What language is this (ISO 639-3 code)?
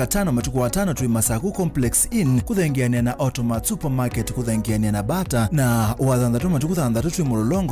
kam